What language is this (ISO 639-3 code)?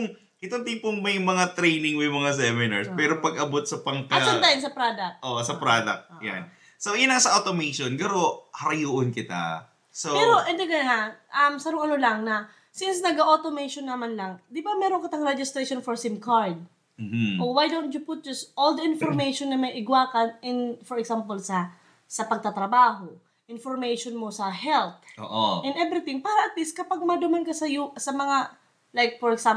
bik